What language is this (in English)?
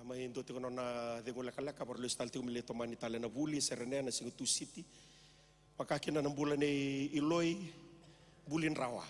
Fijian